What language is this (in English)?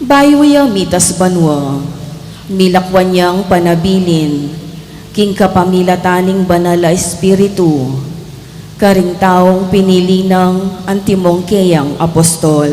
Pampanga